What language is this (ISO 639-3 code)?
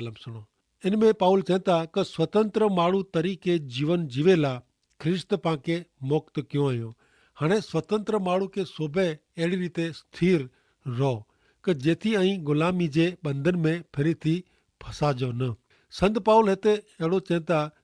kfr